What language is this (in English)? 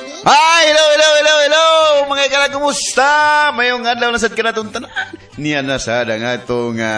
Cebuano